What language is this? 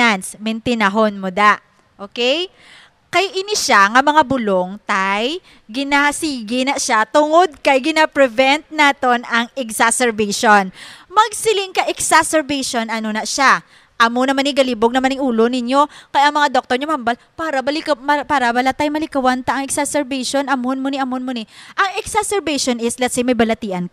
Hiligaynon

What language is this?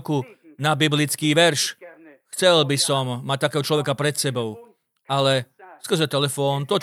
Slovak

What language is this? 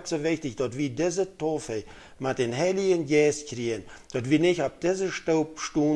Plautdietsch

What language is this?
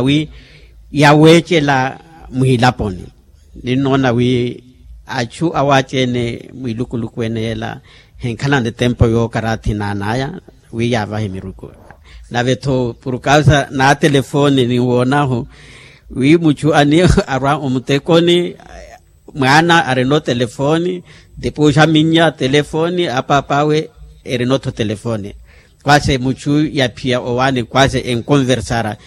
Makhuwa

